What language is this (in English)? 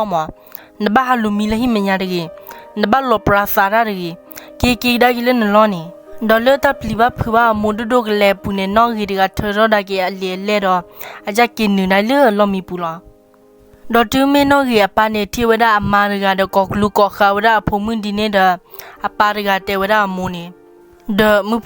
S'gaw Karen